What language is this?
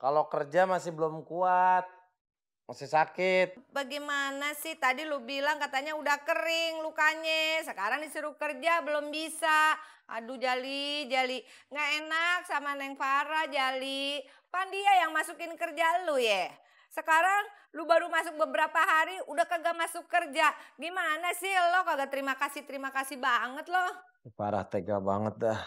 Betawi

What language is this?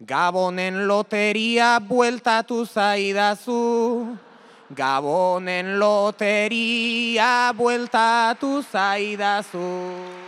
Basque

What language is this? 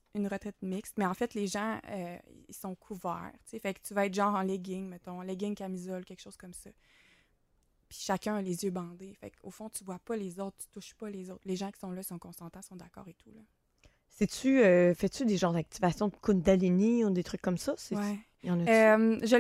French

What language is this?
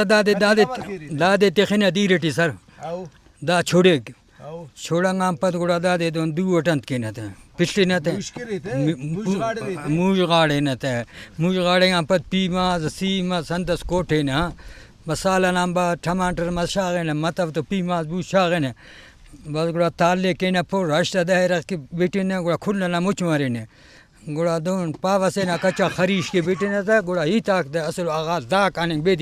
Brahui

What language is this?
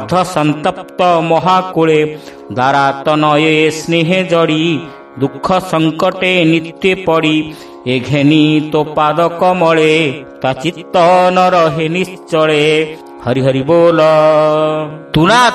Odia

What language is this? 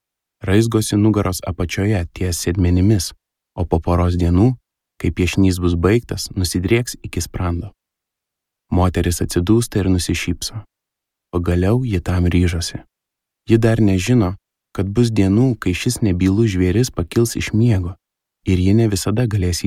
Lithuanian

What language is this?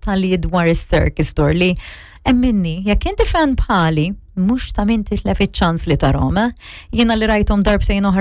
Maltese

